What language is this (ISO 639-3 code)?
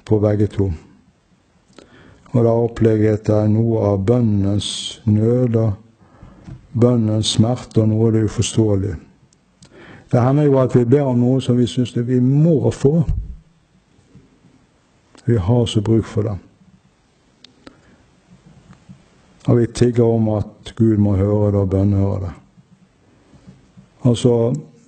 nor